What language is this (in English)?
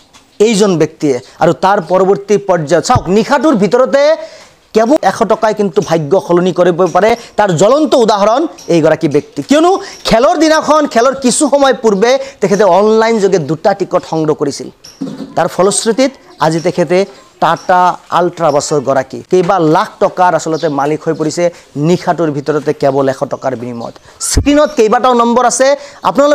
Assamese